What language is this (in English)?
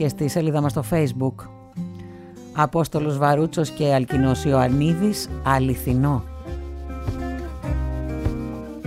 Greek